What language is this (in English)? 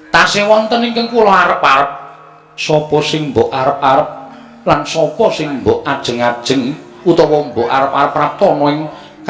Javanese